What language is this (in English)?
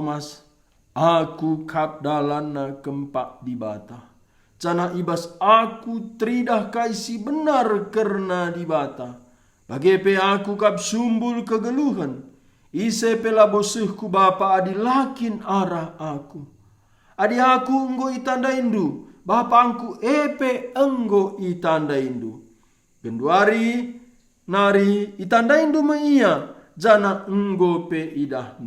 Batak Karo